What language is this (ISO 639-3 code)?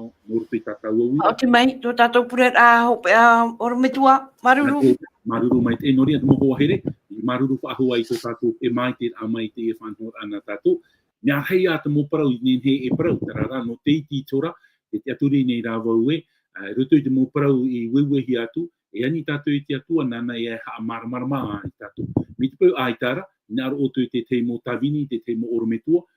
tah